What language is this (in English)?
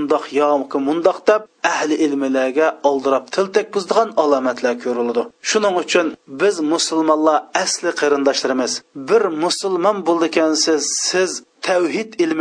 Uyghur